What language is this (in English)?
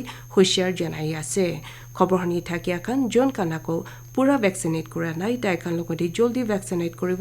Naga Pidgin